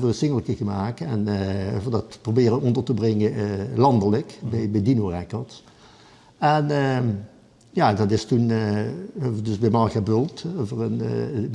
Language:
Limburgish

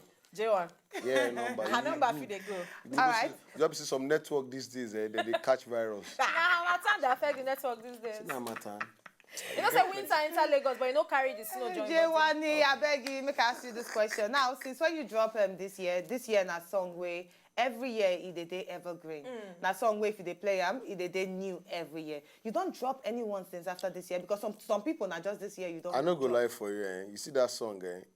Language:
Nigerian Pidgin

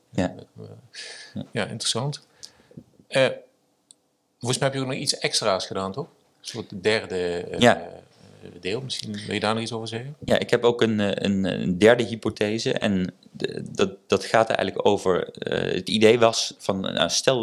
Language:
Dutch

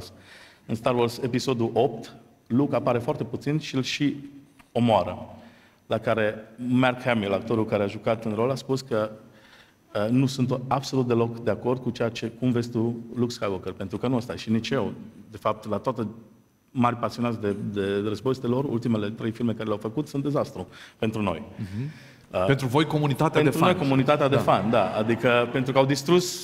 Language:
Romanian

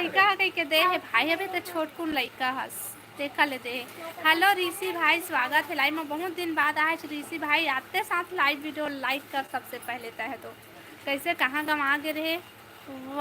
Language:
Chhattisgarhi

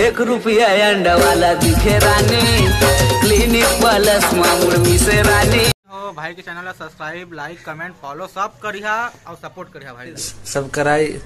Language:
Chhattisgarhi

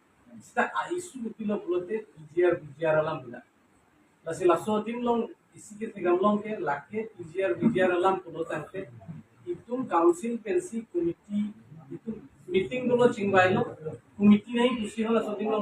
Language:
Karbi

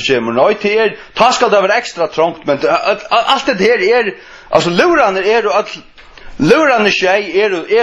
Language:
Faroese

